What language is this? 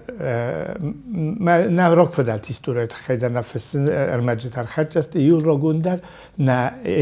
Ossetic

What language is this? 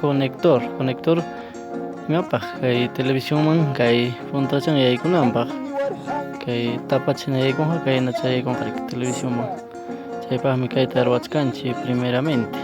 Ayacucho Quechua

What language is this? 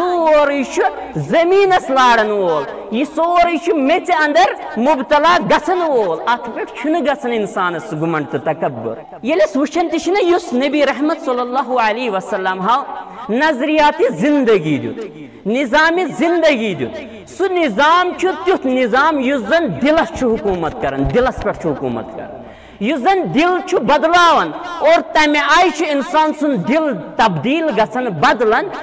Kashmiri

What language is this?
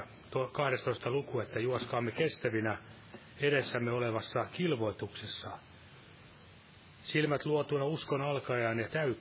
Finnish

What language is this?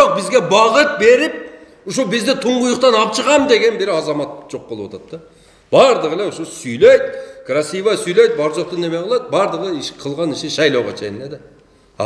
Kyrgyz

